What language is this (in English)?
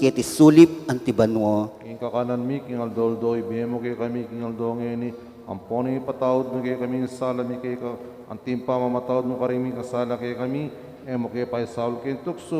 Pampanga